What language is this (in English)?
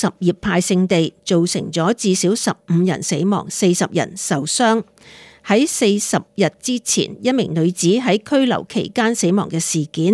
Cantonese